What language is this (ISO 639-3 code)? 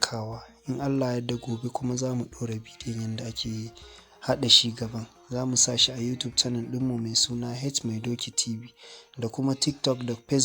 hau